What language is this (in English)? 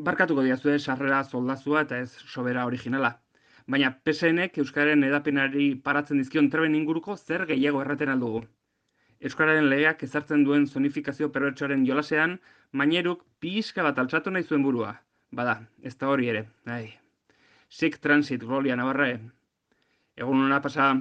Basque